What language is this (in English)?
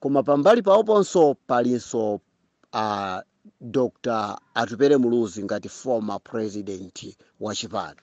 Nyanja